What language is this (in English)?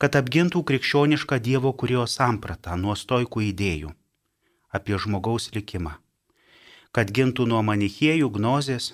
Lithuanian